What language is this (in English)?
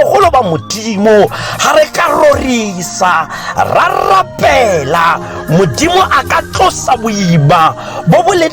Tswana